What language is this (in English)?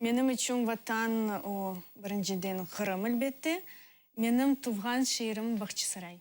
Crimean Tatar